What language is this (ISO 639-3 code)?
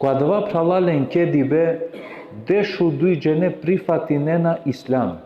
rmn